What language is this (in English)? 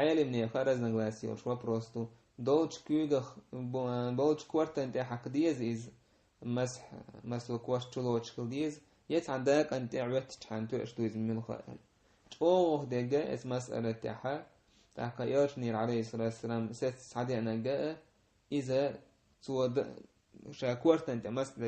Chechen